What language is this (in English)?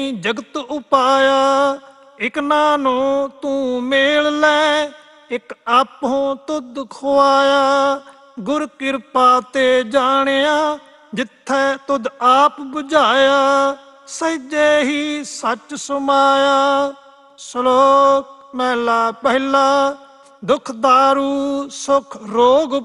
Punjabi